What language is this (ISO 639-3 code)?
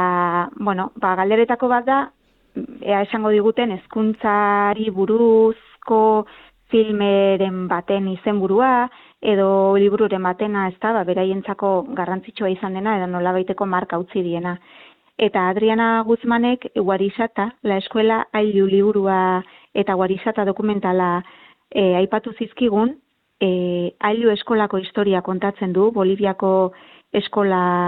eus